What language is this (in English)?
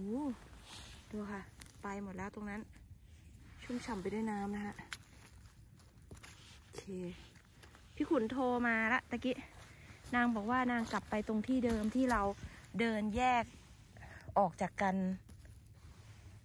Thai